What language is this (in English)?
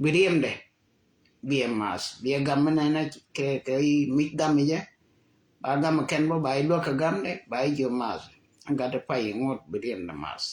Nuer